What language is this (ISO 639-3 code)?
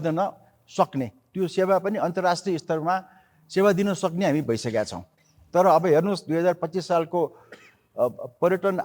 nep